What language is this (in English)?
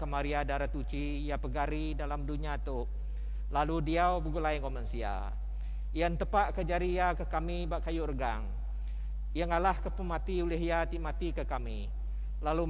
Iban